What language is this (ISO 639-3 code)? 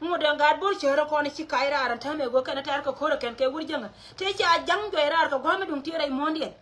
nus